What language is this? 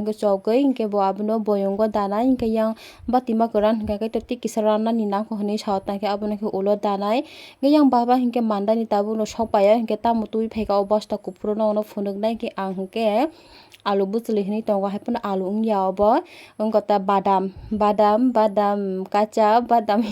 Kok Borok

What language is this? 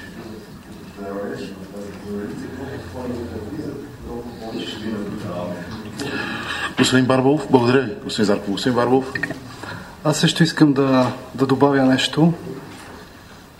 Bulgarian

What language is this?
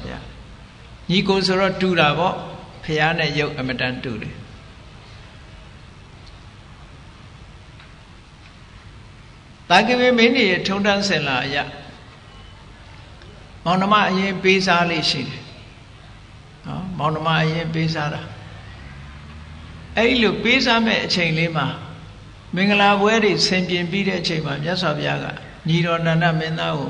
Burmese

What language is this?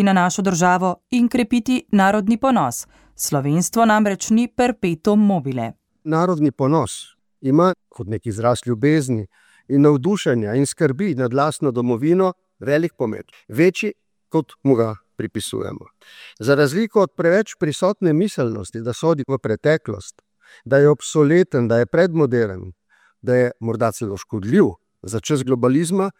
Slovenian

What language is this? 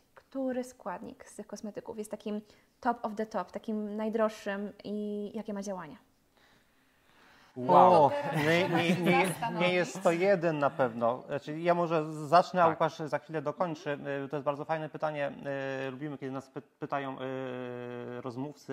Polish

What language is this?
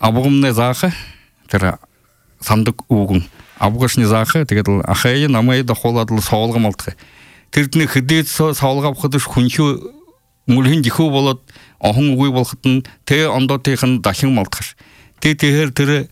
Kazakh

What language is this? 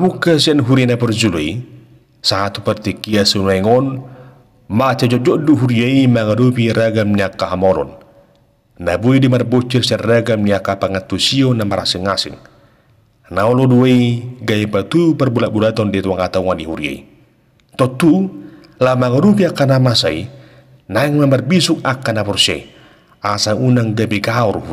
Batak Toba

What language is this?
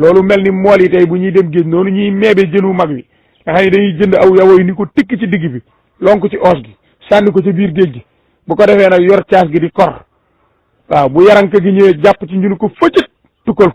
Wolof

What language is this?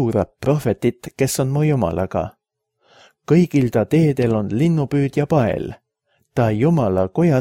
Estonian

